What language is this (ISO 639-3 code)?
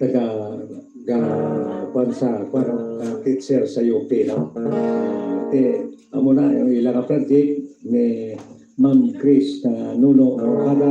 hil